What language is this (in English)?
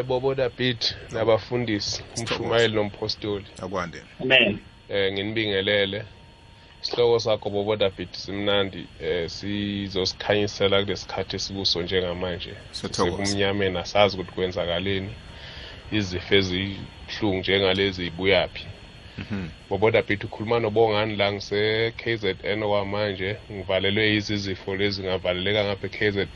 South Ndebele